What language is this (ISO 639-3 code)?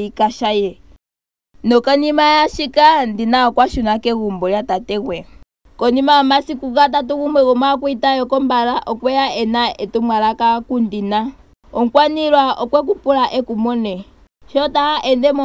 ndo